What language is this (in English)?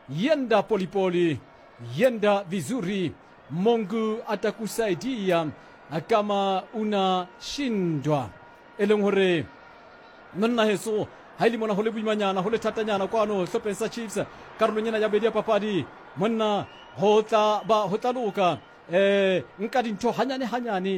Southern Sotho